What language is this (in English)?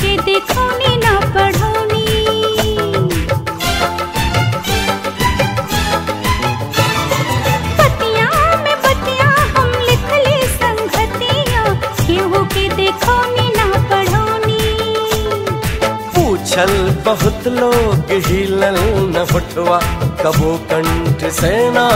Bhojpuri